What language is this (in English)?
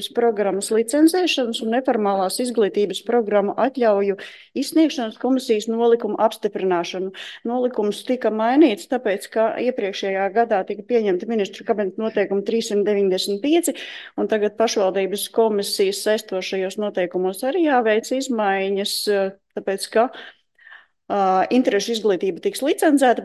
Latvian